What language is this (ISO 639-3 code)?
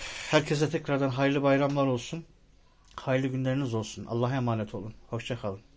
tur